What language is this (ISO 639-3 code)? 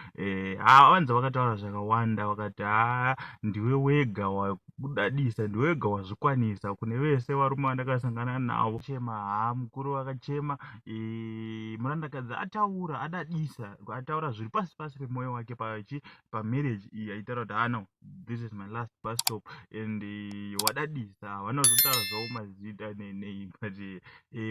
sna